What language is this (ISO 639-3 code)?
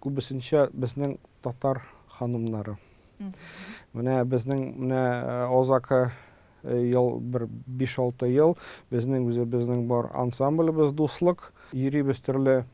tat